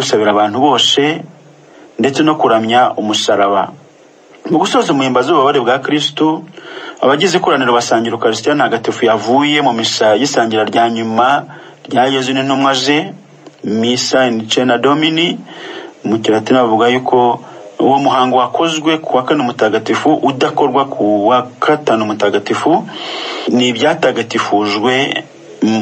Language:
Kinyarwanda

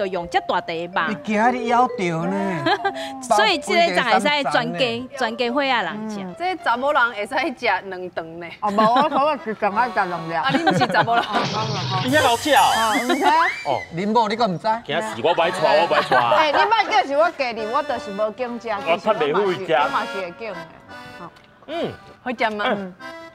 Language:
Min Nan Chinese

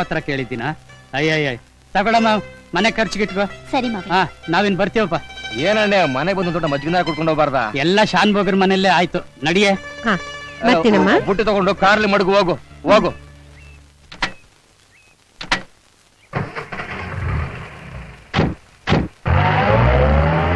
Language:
Kannada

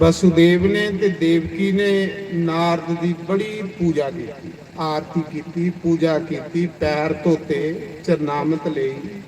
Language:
Dogri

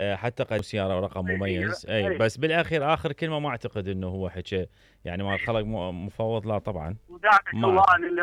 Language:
Mesopotamian Arabic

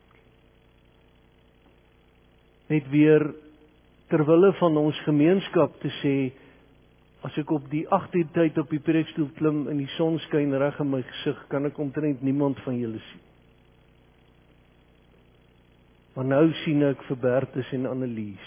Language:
Afrikaans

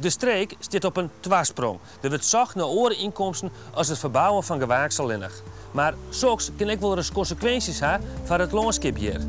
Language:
Western Frisian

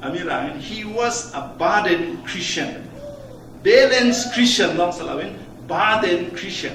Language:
Falam Chin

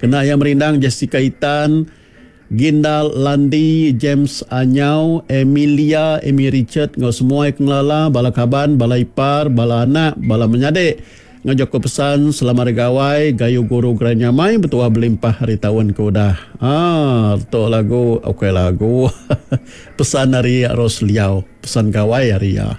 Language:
Iban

